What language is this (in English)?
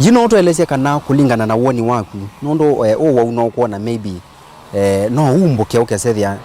Kamba